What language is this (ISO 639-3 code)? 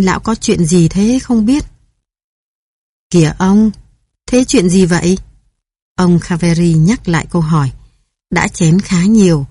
vie